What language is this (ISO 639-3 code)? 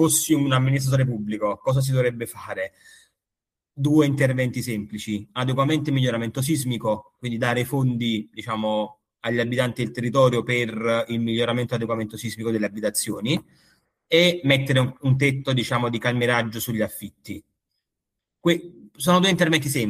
ita